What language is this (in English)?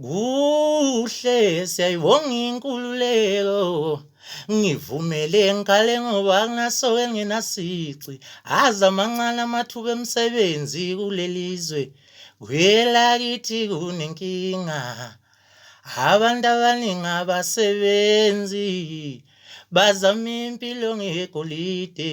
Zulu